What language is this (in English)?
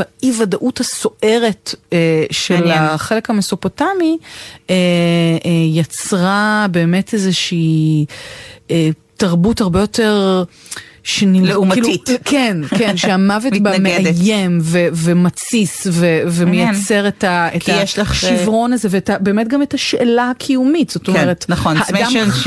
Hebrew